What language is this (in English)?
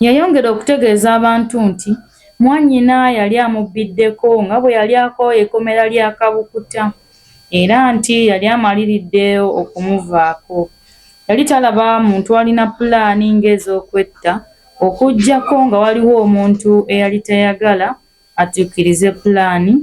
Ganda